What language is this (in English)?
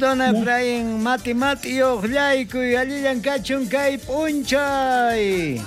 South Bolivian Quechua